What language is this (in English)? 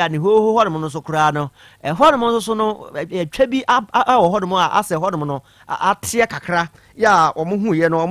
Akan